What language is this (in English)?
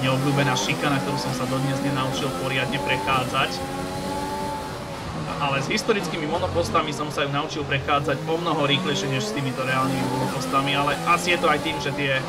Slovak